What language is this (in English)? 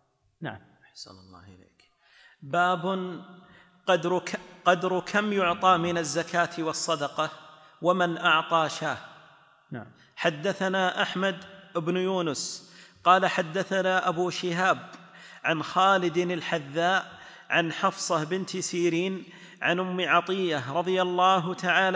Arabic